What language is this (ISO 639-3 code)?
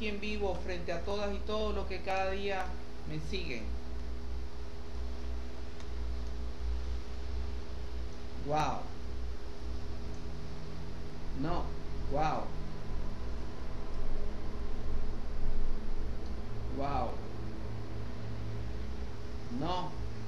spa